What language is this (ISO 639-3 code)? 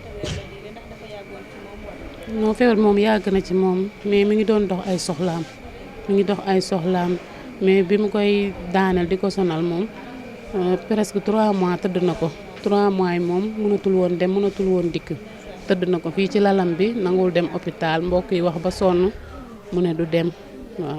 wol